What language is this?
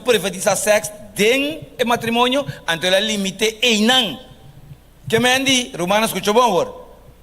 Papiamento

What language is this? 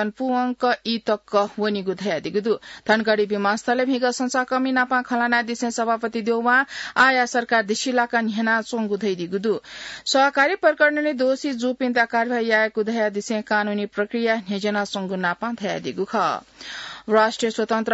Newari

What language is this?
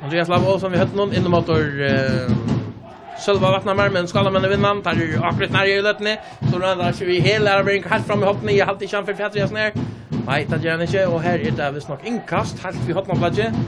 Faroese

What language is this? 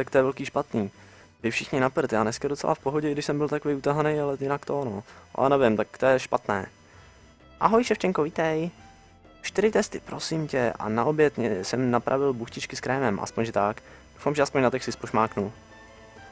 Czech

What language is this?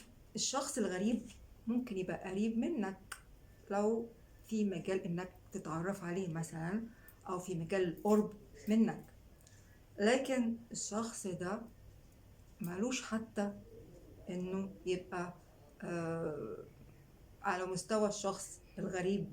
Egyptian Arabic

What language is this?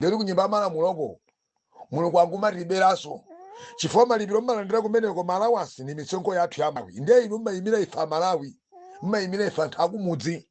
Nyanja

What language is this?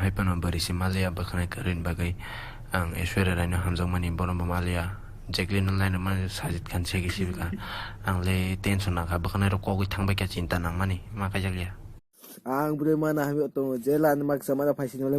Kok Borok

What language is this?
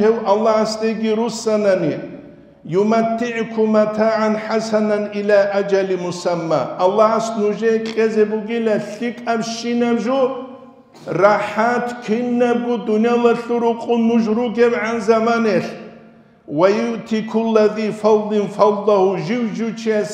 Avaric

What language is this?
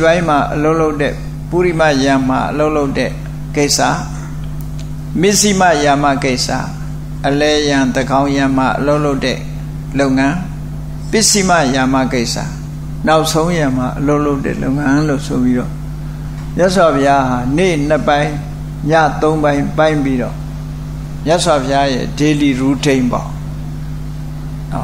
Burmese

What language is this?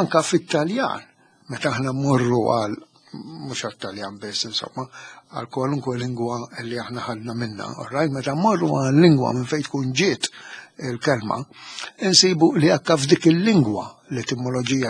Maltese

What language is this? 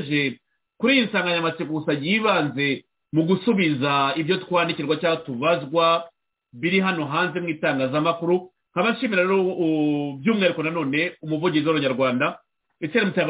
Kinyarwanda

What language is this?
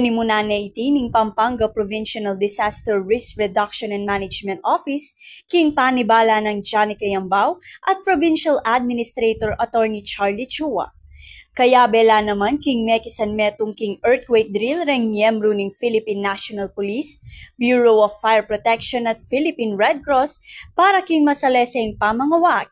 Pampanga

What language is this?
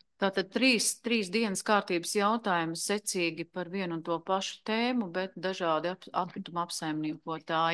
Latvian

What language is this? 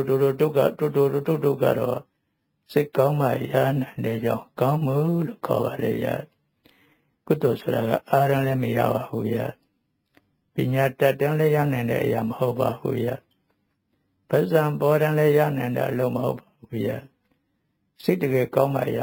Burmese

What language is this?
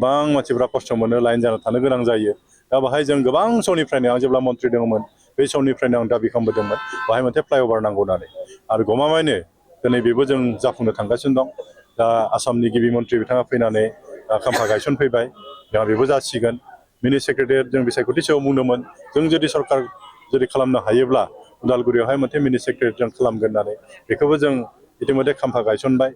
Bodo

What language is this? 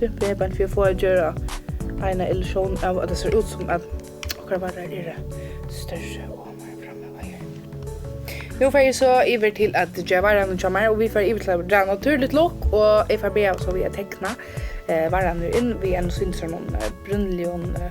Faroese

